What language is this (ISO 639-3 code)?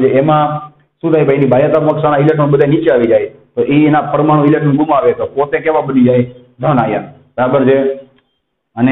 guj